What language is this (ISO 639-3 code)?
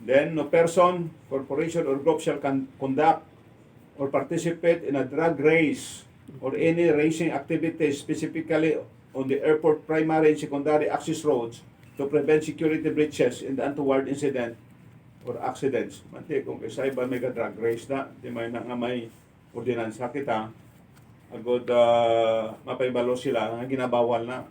hil